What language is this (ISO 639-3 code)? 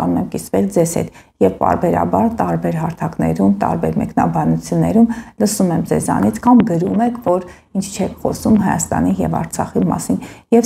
hye